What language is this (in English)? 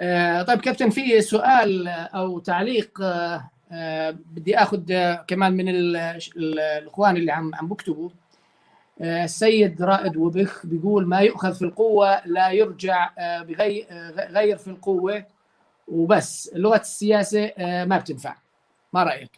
North Levantine Arabic